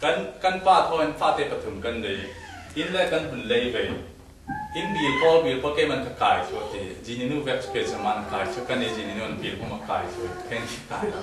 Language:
Falam Chin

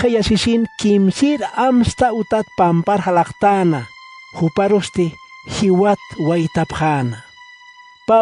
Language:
Aymara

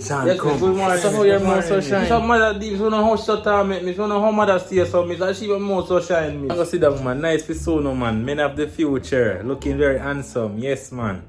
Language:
Jamaican Creole English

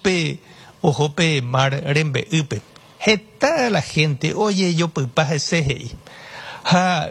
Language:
Guarani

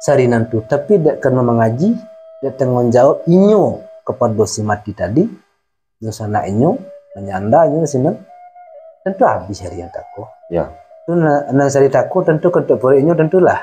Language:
Minangkabau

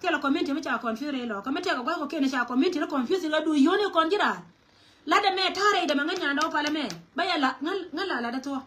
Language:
Nuer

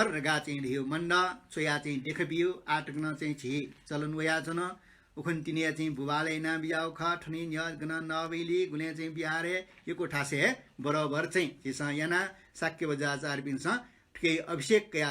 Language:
Newari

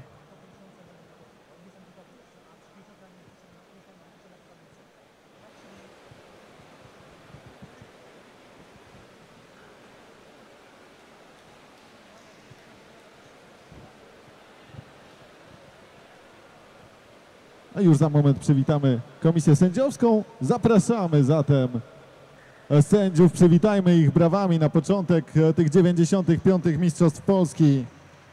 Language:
Polish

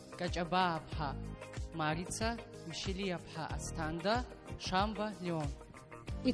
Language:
Abkhazian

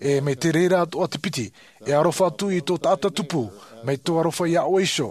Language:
Tahitian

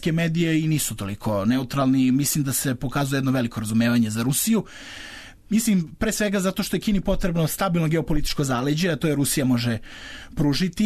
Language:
Serbian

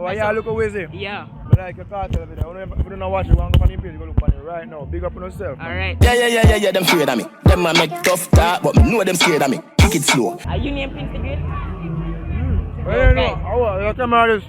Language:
Jamaican Creole English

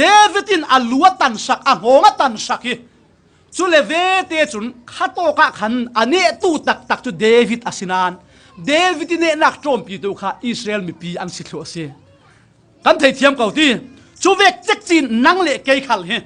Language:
Falam Chin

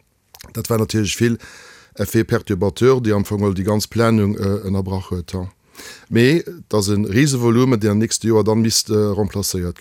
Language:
Luxembourgish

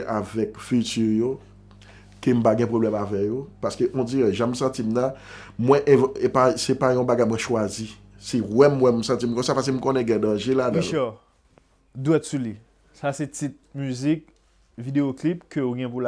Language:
Haitian Creole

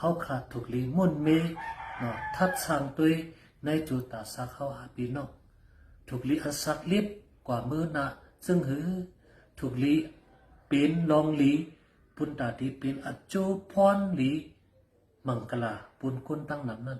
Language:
Shan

